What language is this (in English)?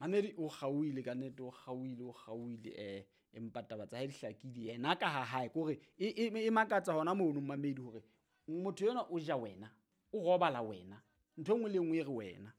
Southern Sotho